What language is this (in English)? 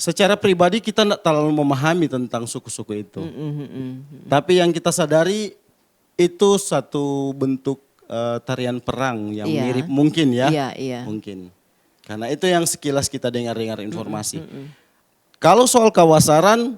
Manado Malay